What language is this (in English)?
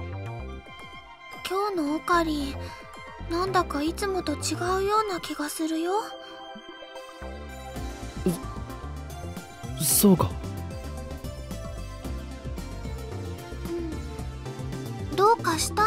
Japanese